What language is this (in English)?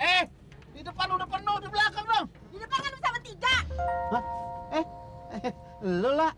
Betawi